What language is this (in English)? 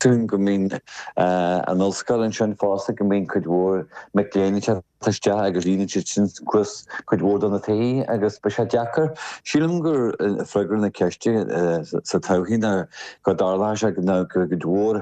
Irish